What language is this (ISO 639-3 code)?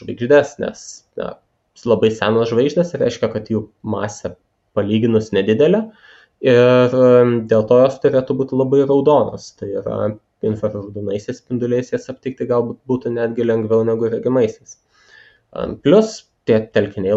lit